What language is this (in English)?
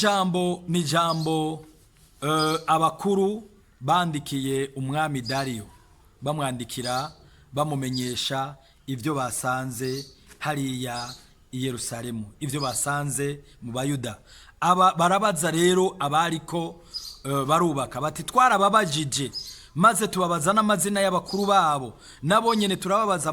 Rundi